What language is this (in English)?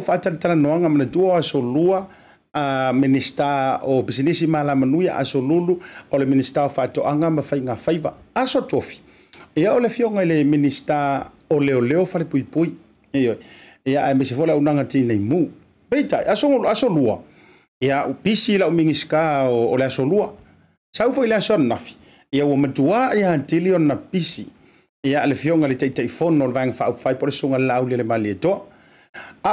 Samoan